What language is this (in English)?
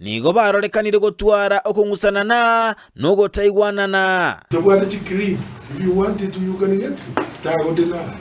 Gusii